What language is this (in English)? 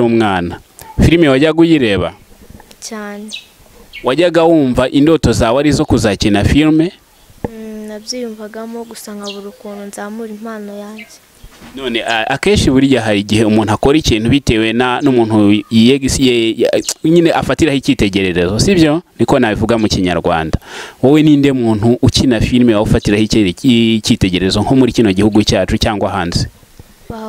Kinyarwanda